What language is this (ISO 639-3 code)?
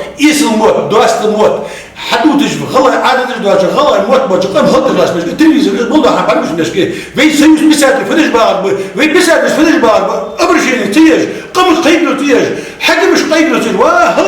inh